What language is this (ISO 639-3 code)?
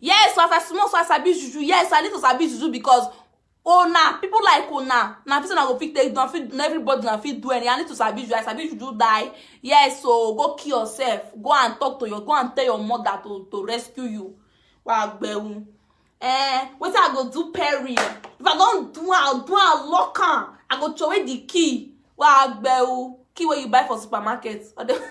pcm